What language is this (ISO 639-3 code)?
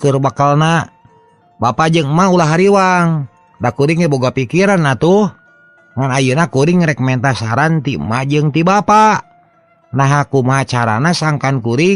sun